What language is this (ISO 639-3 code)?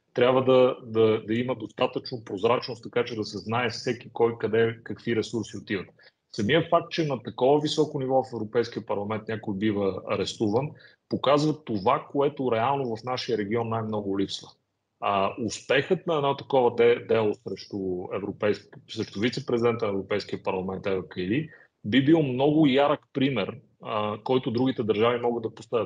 bul